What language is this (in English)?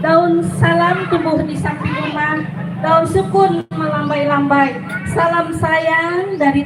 Betawi